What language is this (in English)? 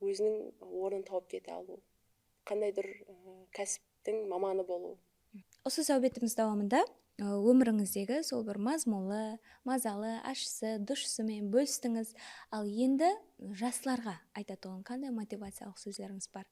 Kara-Kalpak